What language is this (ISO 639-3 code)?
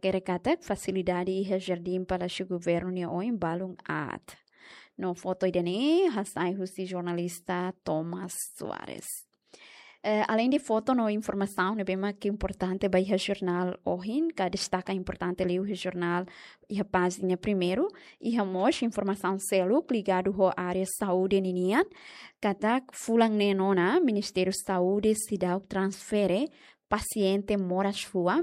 tet